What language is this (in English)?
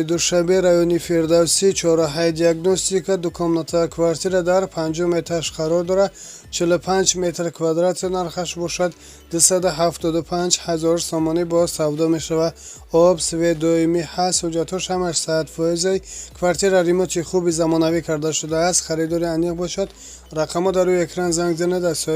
Tajik